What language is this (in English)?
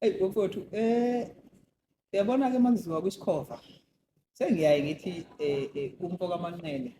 Zulu